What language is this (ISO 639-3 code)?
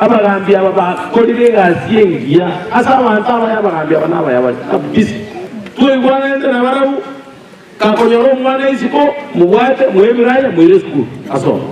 guz